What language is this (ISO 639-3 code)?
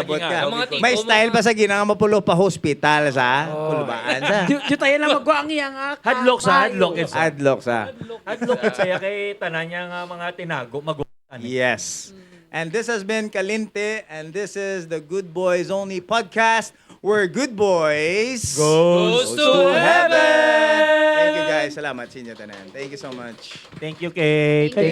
hil